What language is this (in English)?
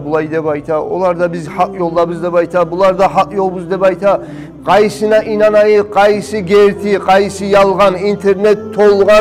Kumyk